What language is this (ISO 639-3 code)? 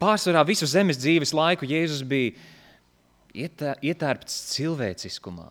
lav